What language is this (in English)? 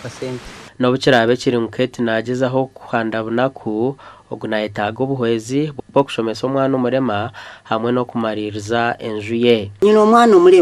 Nyankole